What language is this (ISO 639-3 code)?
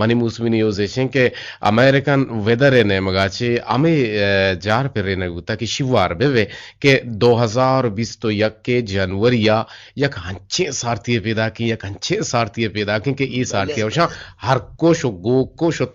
bgp